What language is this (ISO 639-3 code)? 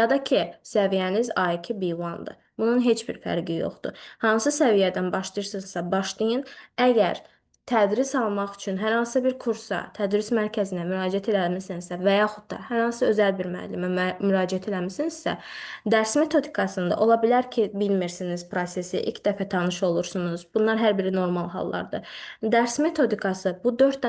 aze